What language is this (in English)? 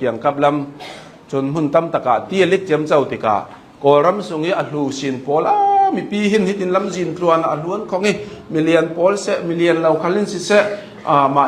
Hakha Chin